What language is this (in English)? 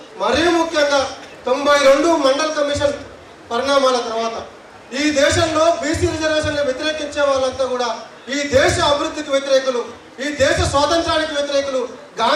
Telugu